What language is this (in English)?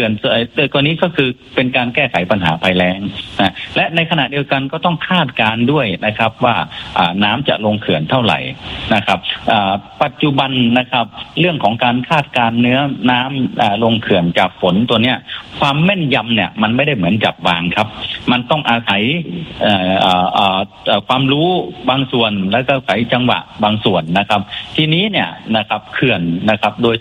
Thai